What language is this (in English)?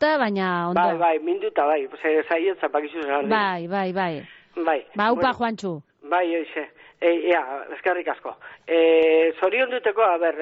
Basque